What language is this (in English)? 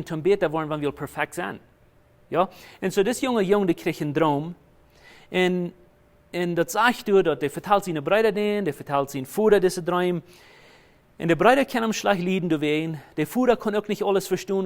Plautdietsch